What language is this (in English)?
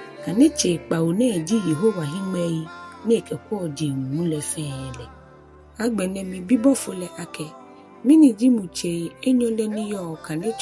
Ga